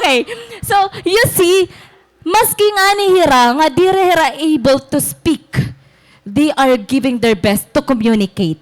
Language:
Waray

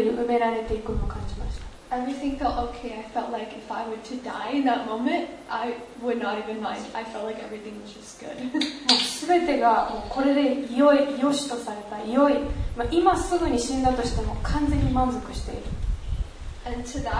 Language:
Japanese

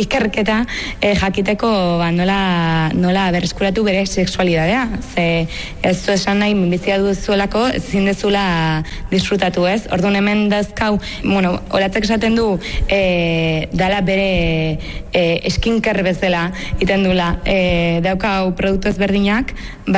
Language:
Basque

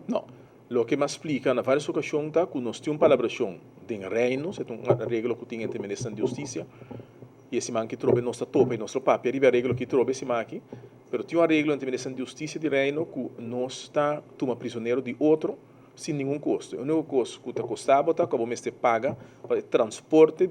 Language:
Papiamento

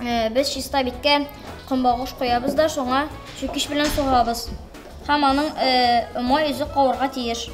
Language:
Tatar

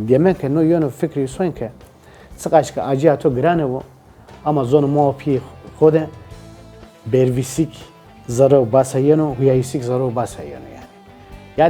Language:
Zaza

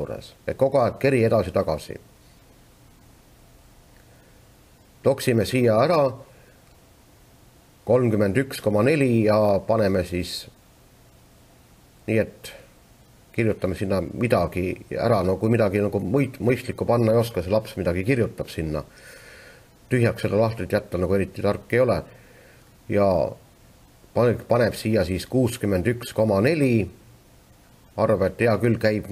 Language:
Estonian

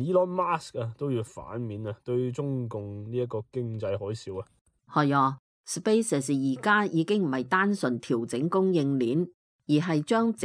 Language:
Cantonese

